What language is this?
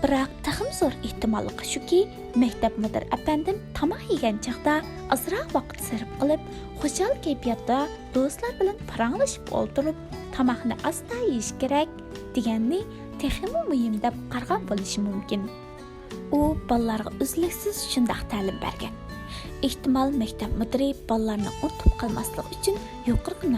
Uyghur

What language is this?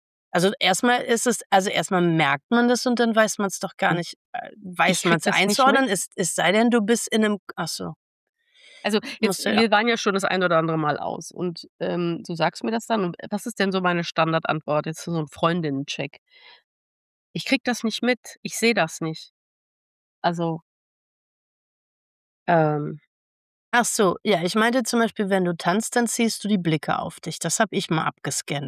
German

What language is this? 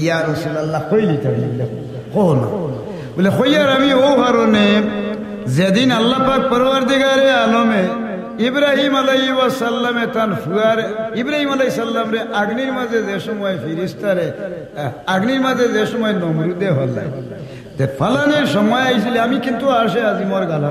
Sylheti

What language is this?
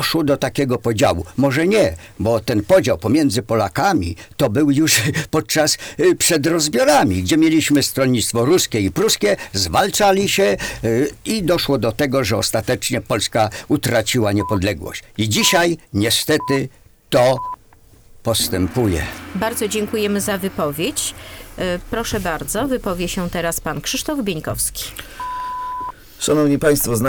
Polish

